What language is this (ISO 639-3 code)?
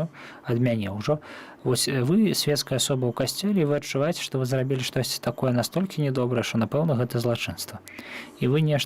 bel